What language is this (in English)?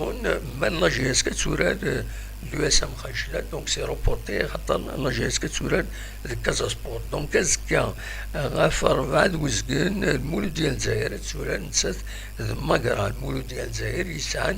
Kabyle